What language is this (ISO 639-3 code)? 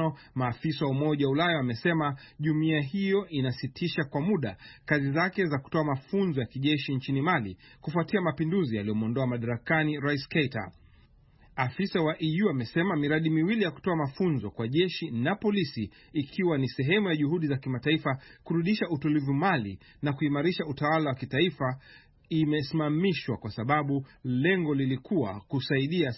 swa